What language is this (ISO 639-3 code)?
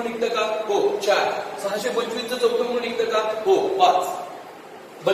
mar